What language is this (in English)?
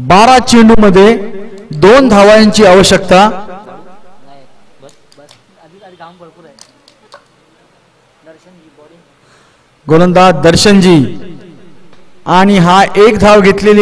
Marathi